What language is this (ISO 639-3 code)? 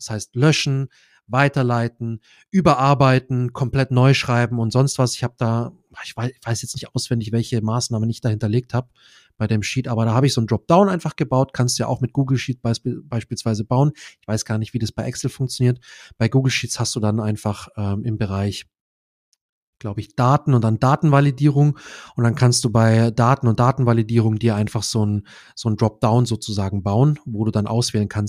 deu